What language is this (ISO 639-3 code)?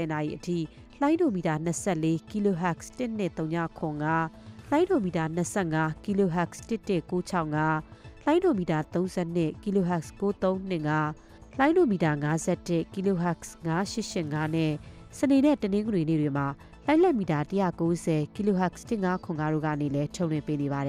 mya